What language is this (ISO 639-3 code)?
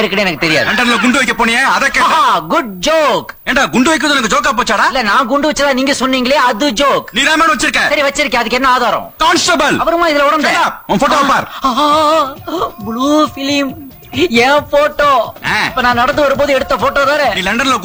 tam